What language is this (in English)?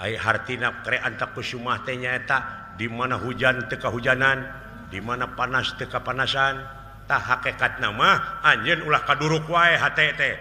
Sundanese